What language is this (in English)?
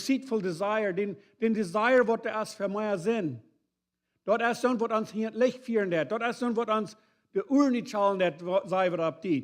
Plautdietsch